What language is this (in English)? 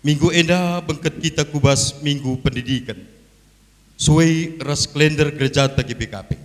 Batak Karo